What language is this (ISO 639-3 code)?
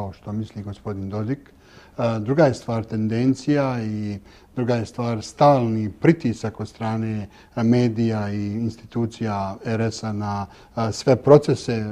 bos